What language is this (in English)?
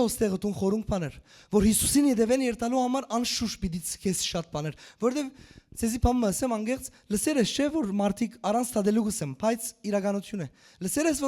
Western Armenian